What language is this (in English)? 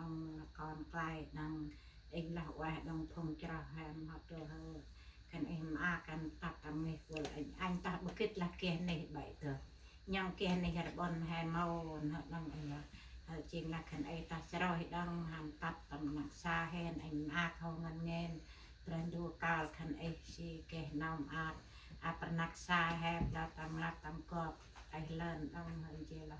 Central Mnong